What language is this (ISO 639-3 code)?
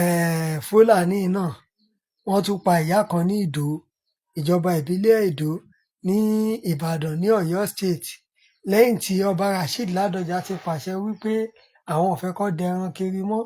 yor